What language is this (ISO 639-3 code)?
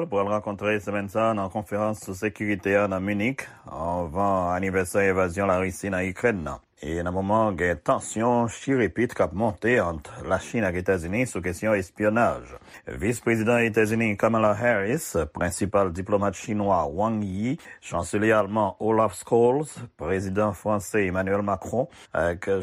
hat